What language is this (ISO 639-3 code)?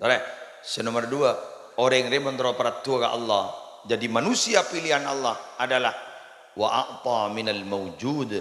mad